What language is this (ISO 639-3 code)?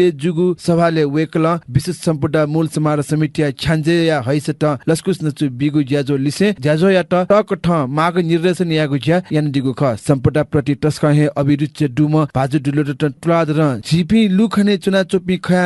new